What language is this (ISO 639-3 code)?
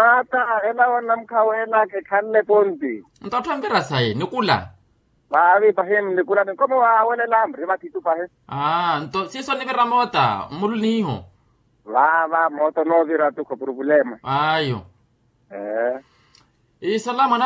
vmw